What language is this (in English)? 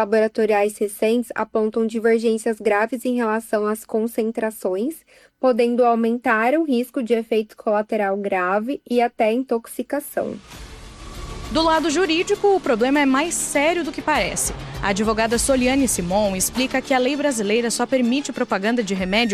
Portuguese